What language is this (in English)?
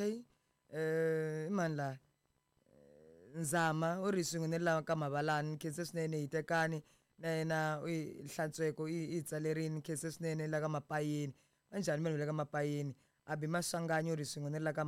Tsonga